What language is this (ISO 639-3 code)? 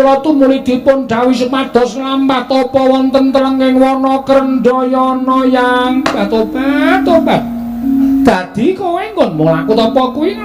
jav